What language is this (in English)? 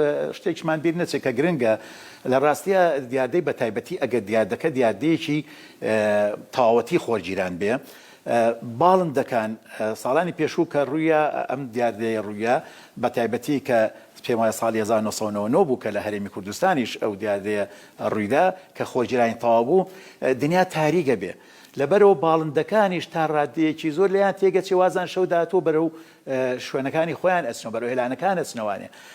Central Kurdish